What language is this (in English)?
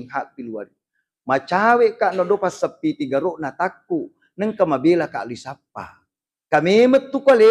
Buginese